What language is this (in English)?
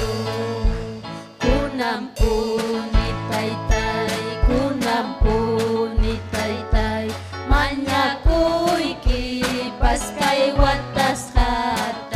Ayacucho Quechua